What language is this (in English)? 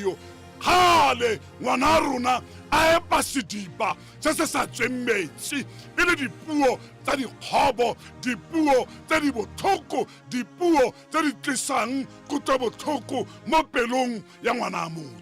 Tswana